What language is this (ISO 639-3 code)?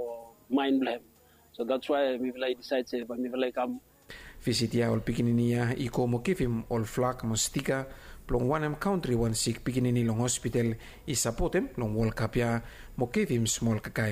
bis